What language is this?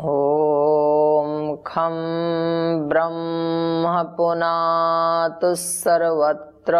Sanskrit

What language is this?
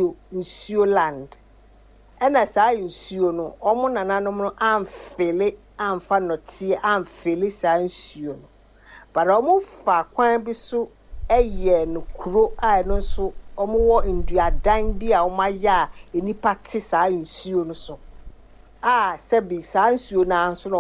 Akan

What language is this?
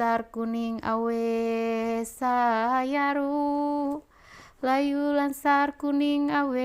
Ma'anyan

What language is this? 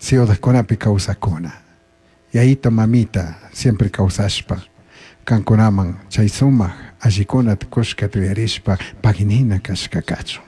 Chimborazo Highland Quichua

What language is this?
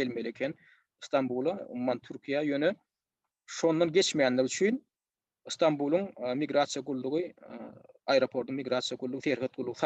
Turkmen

